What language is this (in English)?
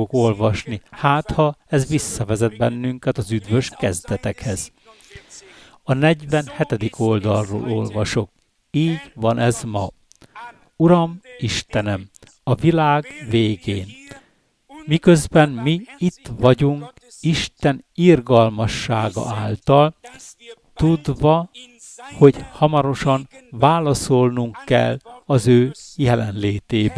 Hungarian